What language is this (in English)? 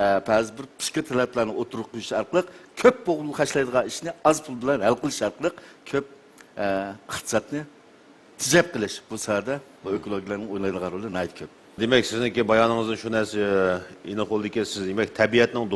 Uyghur